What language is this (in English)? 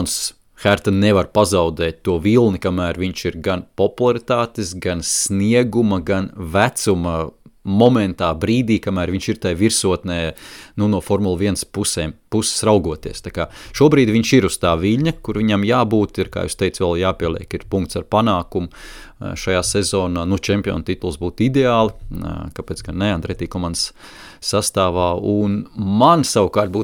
Latvian